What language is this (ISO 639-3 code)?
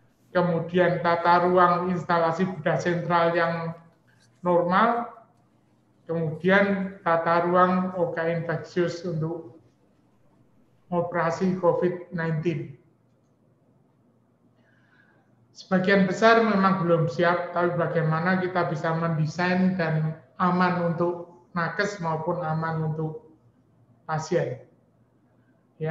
ind